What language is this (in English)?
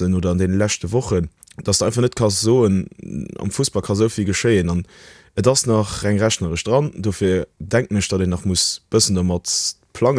Luxembourgish